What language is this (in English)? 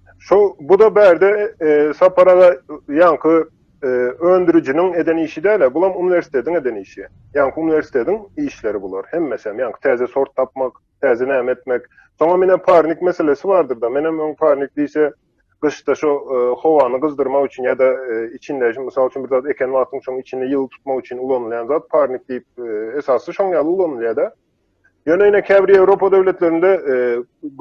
Turkmen